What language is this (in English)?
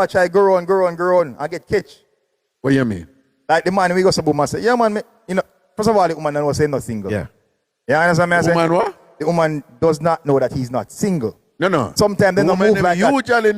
Jamaican Creole English